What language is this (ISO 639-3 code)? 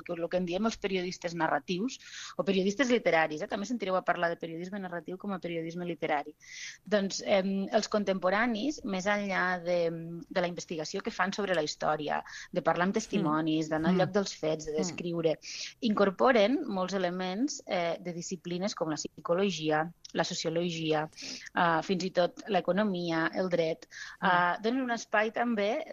cat